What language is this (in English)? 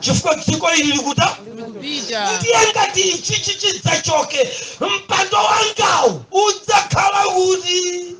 Nyanja